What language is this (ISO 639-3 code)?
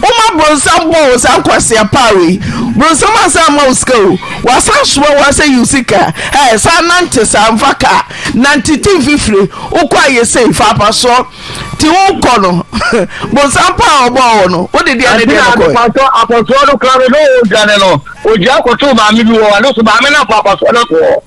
aka